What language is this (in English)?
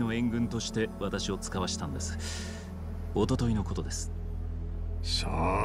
Japanese